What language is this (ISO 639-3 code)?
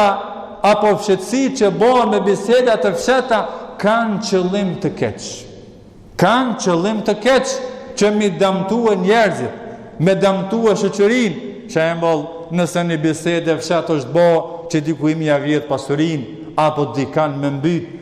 sqi